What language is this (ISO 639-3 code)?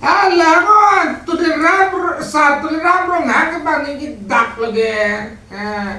mjw